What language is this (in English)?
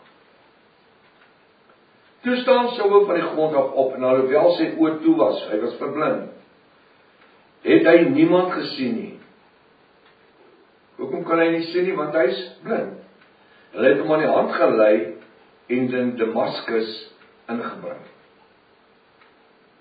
Afrikaans